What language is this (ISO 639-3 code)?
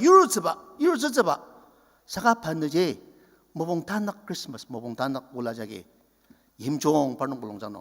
njo